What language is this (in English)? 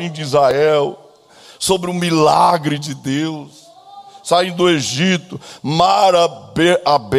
Portuguese